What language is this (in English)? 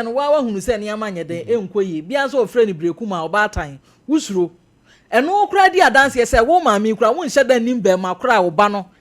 Akan